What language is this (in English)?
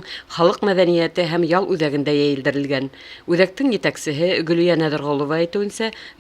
Bashkir